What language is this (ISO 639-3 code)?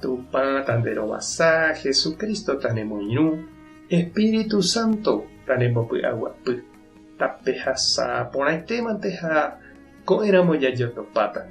grn